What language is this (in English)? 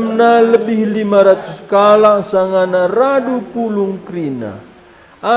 Batak Karo